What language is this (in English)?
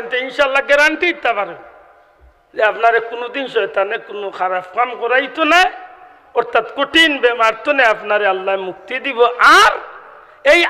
Sylheti